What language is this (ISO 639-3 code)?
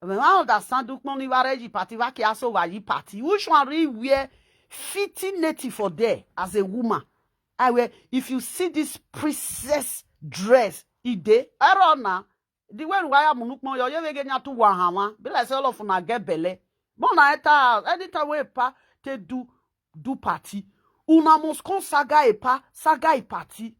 pcm